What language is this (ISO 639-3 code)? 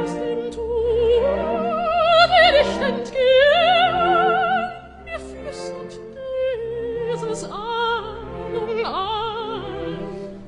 deu